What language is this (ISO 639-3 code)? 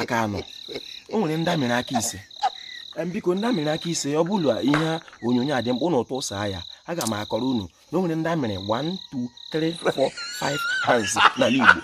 ibo